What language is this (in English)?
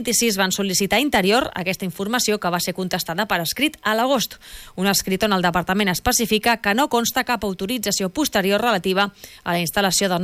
Catalan